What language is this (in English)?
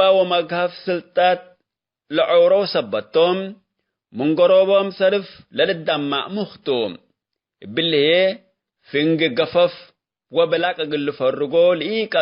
Tigre